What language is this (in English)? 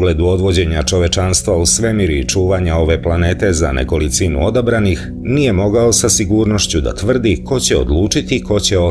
Serbian